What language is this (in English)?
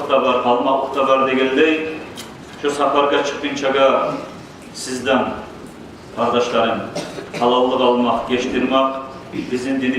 Kumyk